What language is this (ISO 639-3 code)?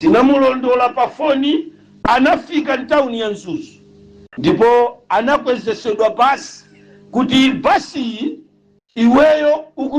nya